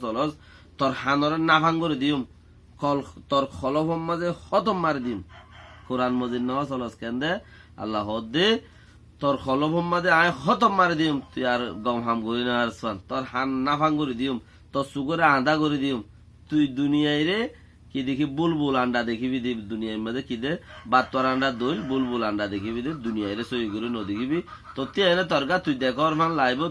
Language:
Rohingya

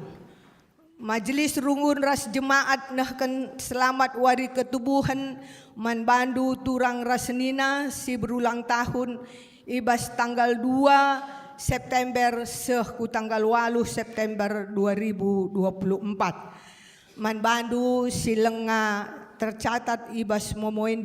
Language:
Batak Karo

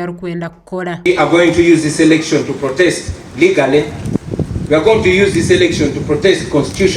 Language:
Nyankole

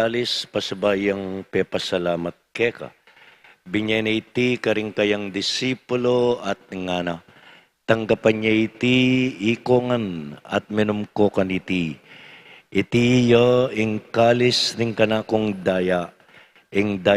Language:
Pampanga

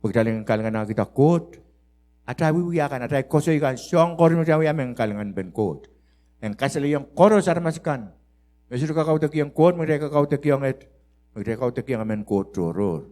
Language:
Pohnpeian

